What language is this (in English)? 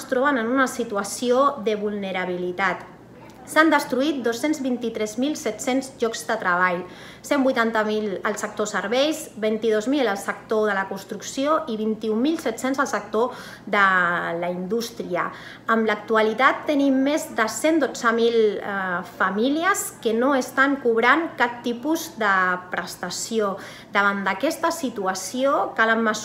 Catalan